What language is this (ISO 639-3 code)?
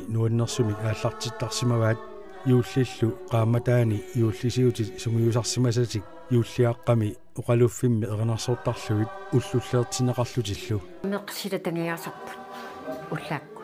kal